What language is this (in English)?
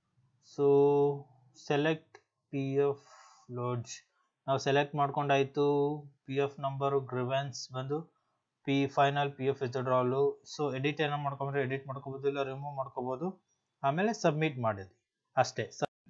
Kannada